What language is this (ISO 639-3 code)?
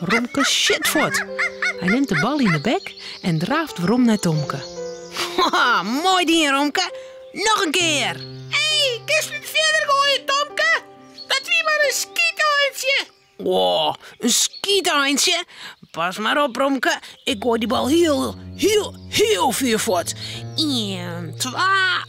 fry